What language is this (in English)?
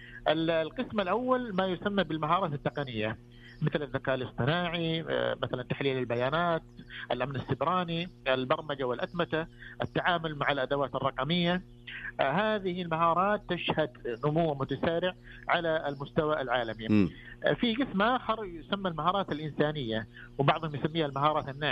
Najdi Arabic